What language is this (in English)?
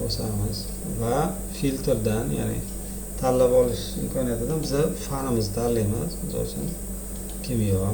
Uzbek